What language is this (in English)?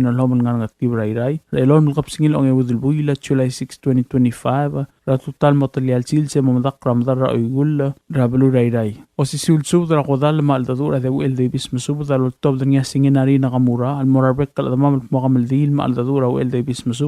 Palauan